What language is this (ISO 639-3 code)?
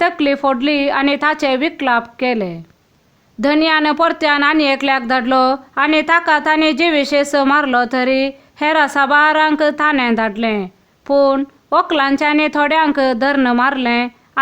kok